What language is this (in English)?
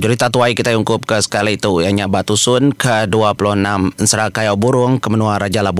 Iban